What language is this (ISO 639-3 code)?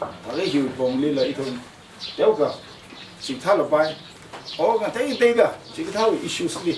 nmf